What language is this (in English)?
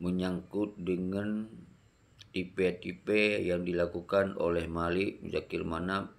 Achinese